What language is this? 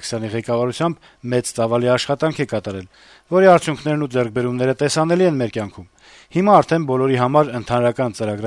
Armenian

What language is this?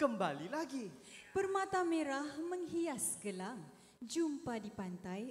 Malay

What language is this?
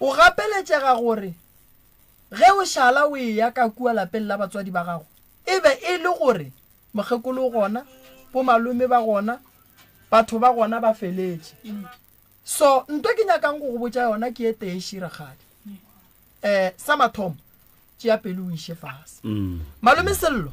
Northern Sotho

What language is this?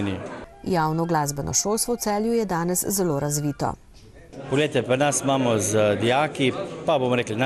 Slovenian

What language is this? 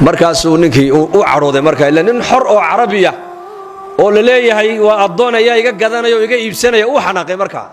Somali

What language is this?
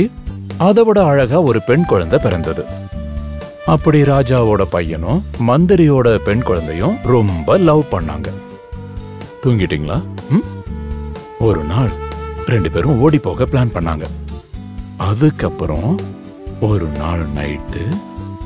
Tamil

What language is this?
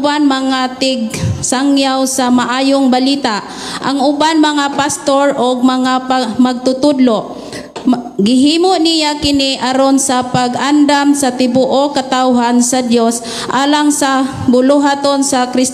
Cebuano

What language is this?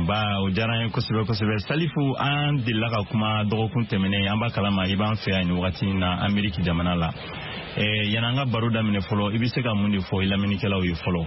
Bambara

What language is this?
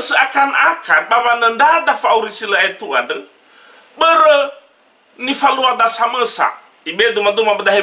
Nias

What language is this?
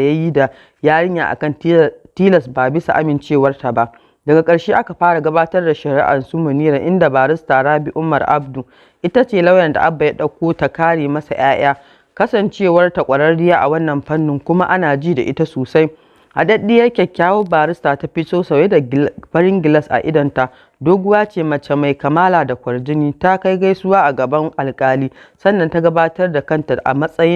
Hausa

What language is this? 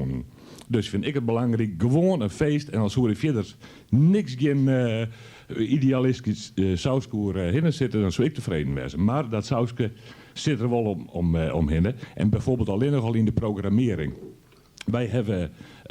Western Frisian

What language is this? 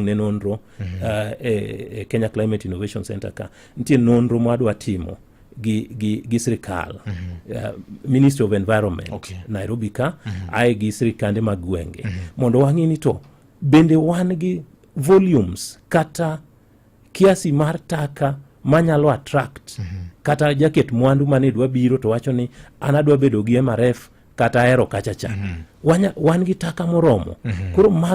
Luo (Kenya and Tanzania)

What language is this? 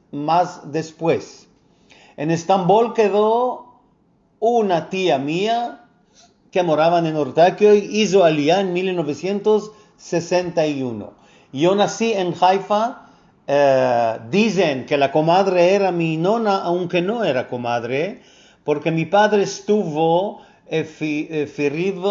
Ladino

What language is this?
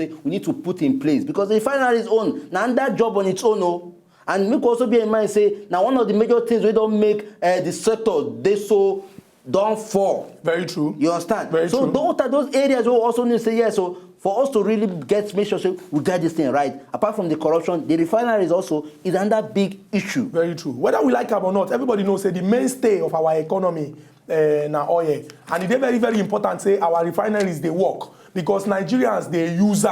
Nigerian Pidgin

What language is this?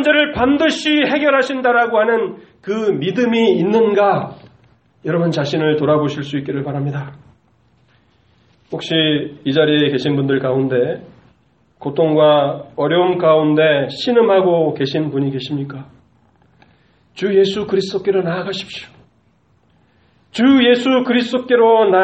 Korean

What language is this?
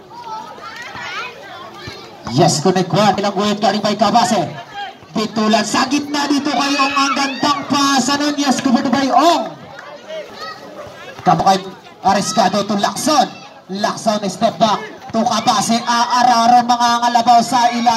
Filipino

